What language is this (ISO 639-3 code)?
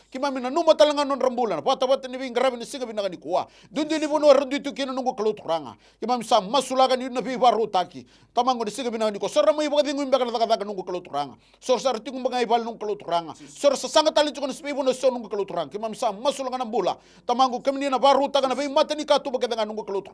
fij